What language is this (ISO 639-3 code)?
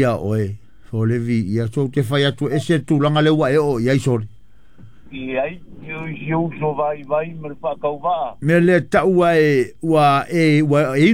smo